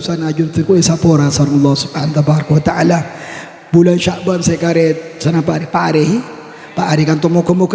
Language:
Madurese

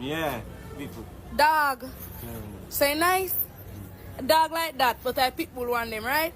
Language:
Jamaican Creole English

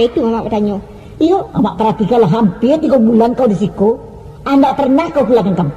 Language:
Minangkabau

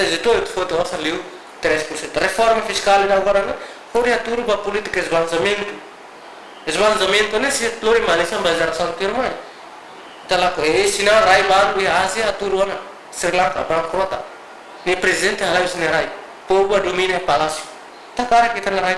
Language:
Tetum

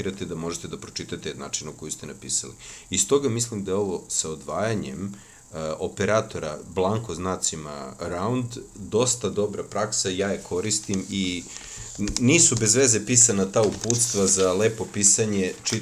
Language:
Serbian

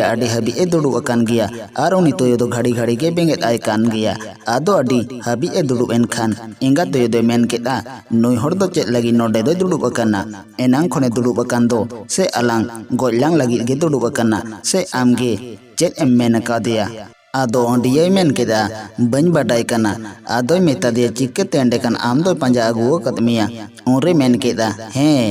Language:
Santali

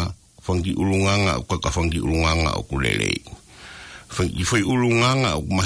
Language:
Tongan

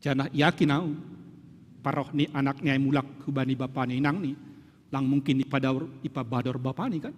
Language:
Batak Simalungun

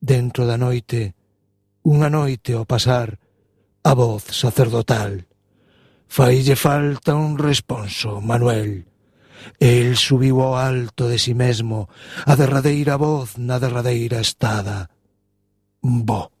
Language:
Galician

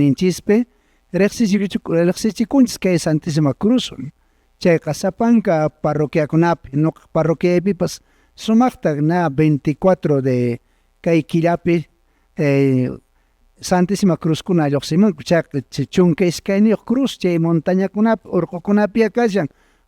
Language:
Quechua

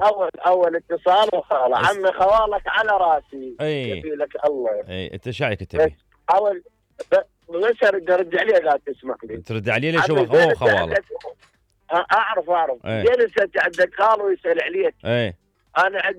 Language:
Mesopotamian Arabic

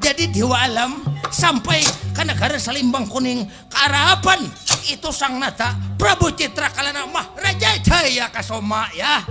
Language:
Banjar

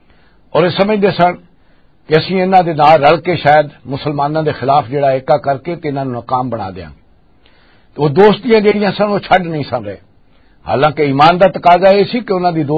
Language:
Western Panjabi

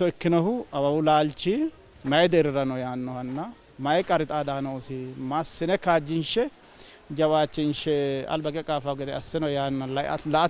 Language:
Sidamo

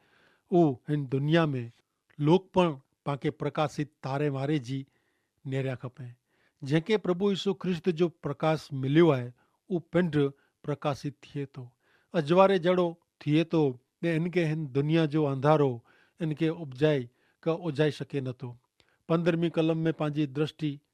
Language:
Kachhi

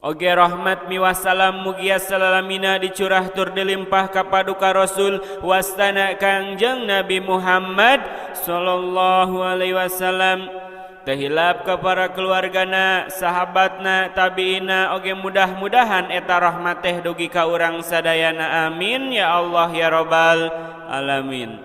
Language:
Sundanese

